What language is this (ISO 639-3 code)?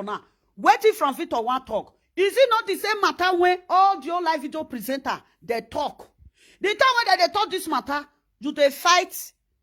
pcm